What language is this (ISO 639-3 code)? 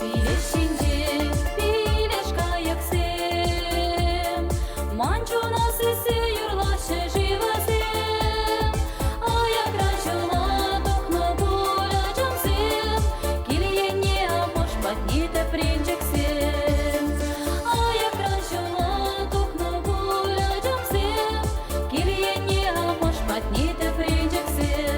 chv